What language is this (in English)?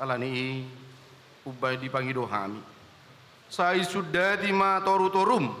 Batak Toba